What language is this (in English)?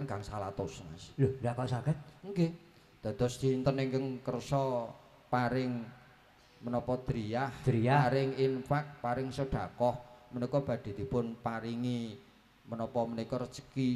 Javanese